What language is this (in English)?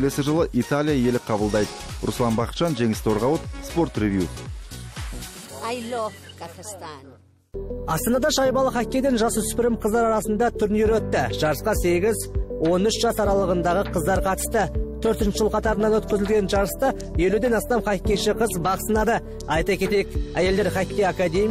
Kazakh